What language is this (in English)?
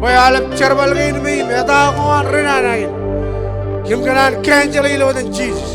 Marshallese